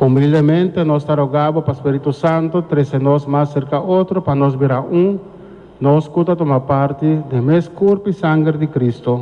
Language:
Papiamento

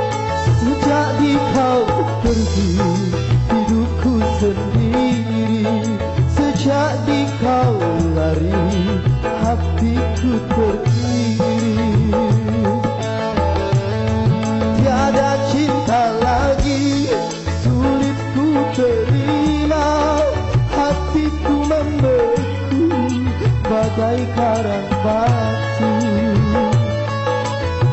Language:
Malay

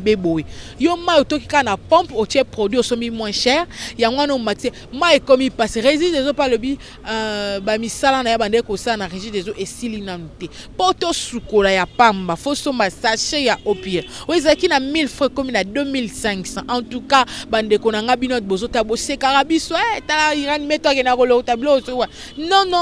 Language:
Lingala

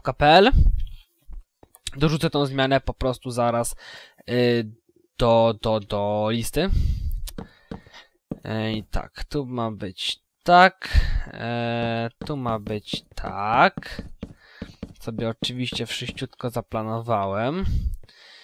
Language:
Polish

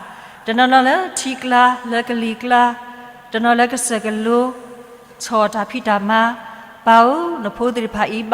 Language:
S'gaw Karen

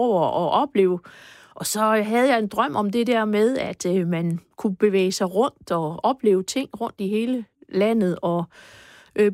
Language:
Danish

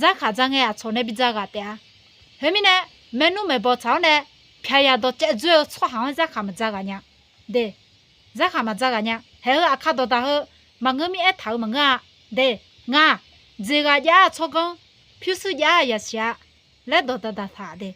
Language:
Akha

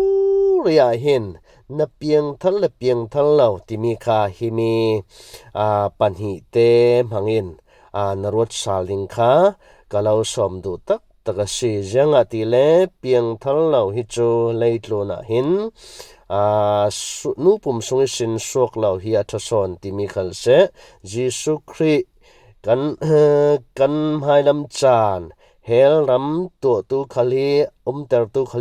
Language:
Falam Chin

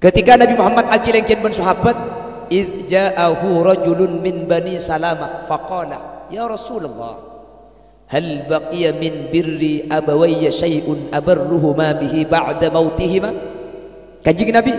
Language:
Madurese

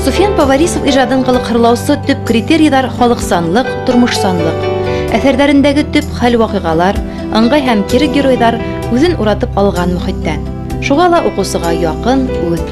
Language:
Bashkir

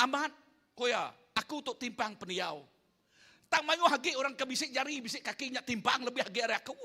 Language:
Iban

